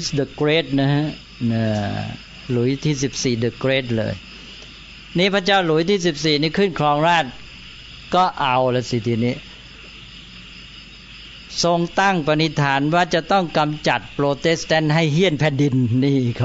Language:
Thai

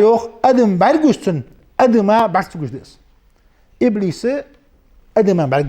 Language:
Ingush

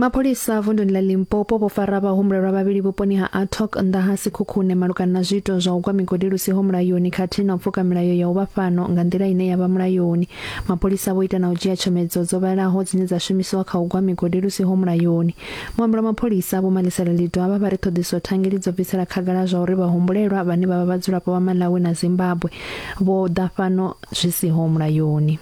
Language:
Venda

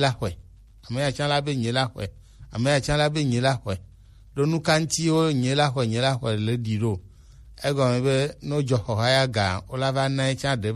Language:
Gen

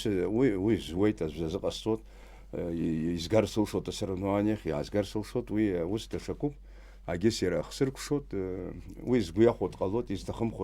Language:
Abkhazian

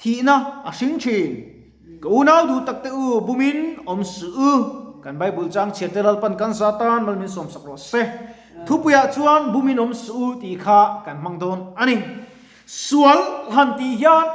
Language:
Mizo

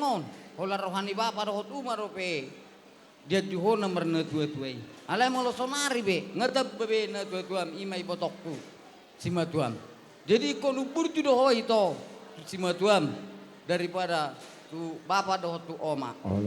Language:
Batak Toba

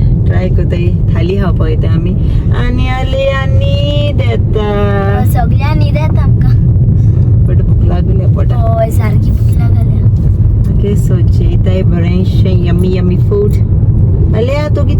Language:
Konkani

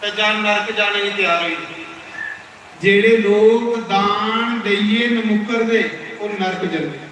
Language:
Dogri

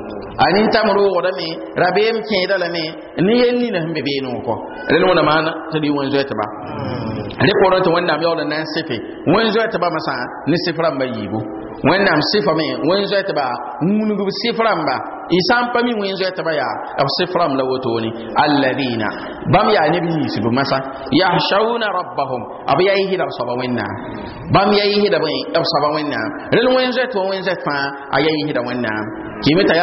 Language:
Mossi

